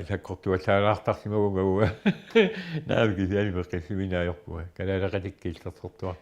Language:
Kalaallisut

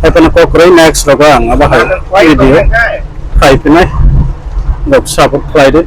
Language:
Kok Borok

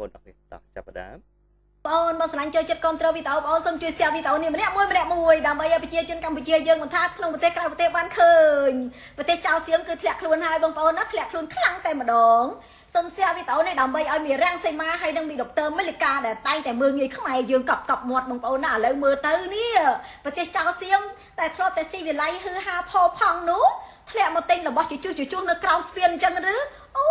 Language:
Khmer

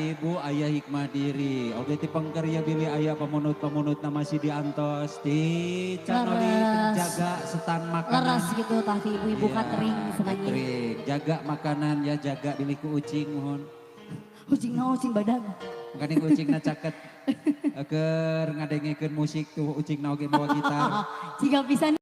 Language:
Sundanese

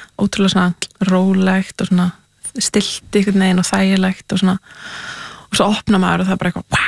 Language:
Icelandic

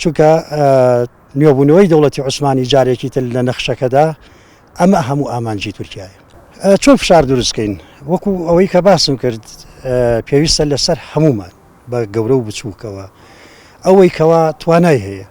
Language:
Central Kurdish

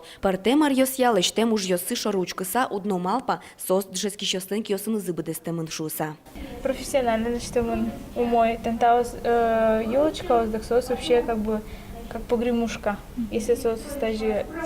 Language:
Udmurt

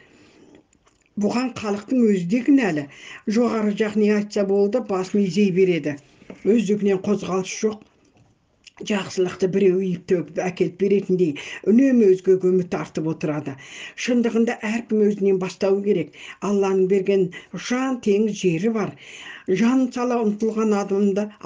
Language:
Kazakh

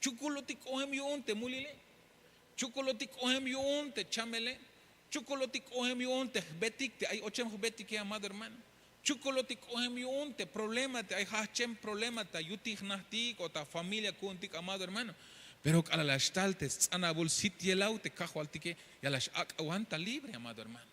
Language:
Tzeltal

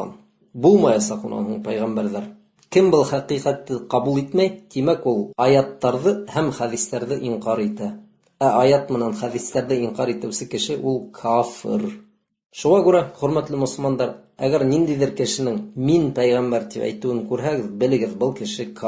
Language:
Bashkir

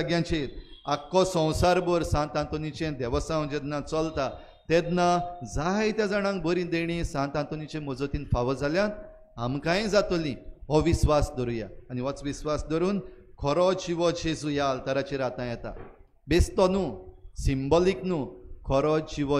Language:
Konkani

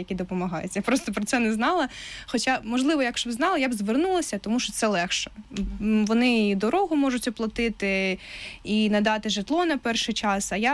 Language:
Ukrainian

